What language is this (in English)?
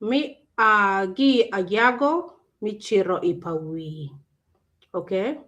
Acoli